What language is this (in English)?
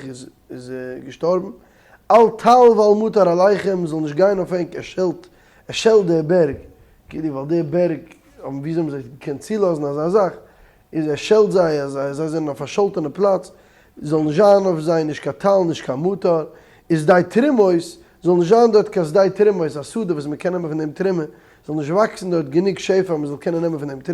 Yiddish